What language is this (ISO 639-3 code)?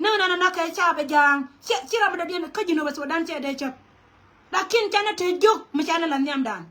nus